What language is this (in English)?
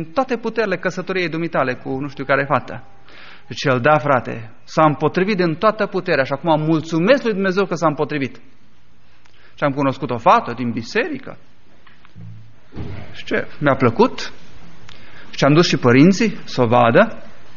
Romanian